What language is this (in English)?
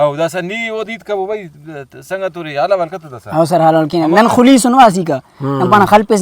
Brahui